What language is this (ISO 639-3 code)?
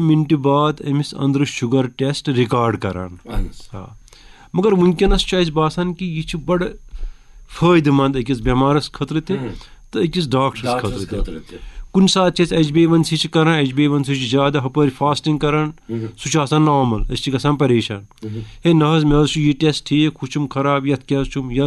kas